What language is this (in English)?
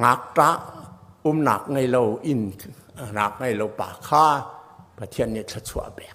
Hakha Chin